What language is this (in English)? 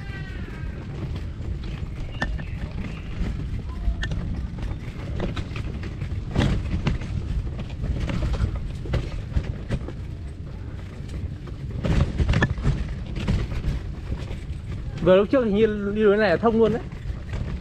Vietnamese